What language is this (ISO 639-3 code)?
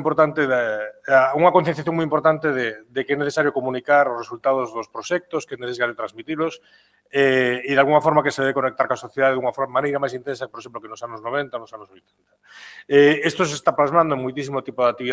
glg